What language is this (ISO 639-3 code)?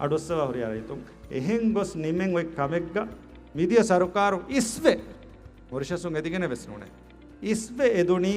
div